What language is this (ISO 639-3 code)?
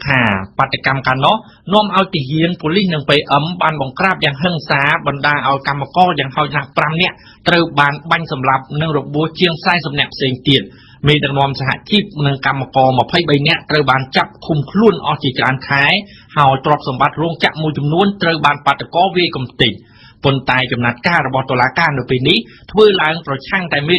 khm